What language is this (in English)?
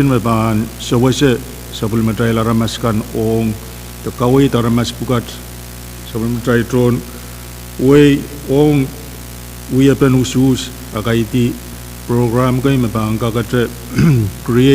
Pohnpeian